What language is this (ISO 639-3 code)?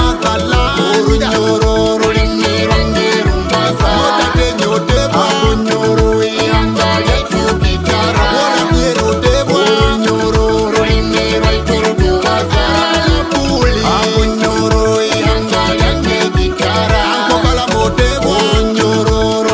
nyo